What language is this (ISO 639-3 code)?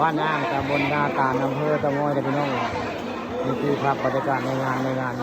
tts